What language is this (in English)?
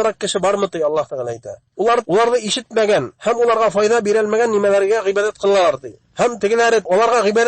Bashkir